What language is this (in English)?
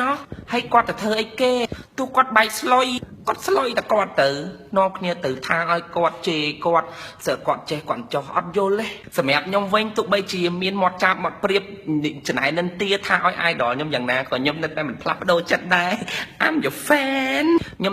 Khmer